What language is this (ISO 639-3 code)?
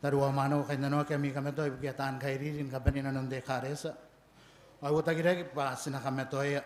gil